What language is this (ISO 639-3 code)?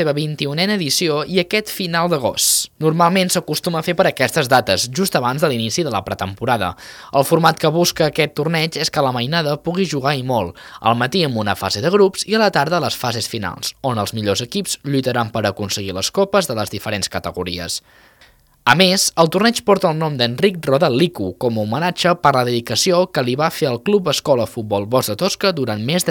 cat